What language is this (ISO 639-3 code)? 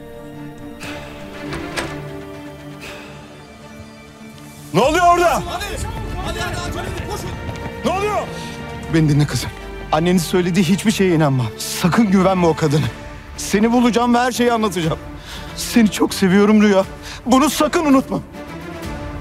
tur